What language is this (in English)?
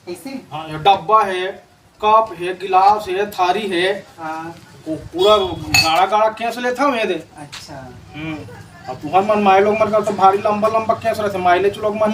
Chhattisgarhi